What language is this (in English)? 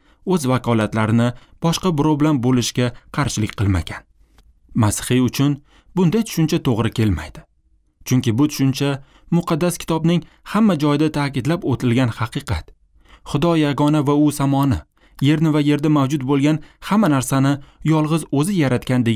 Uzbek